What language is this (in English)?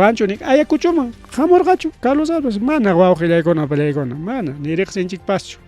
Ayacucho Quechua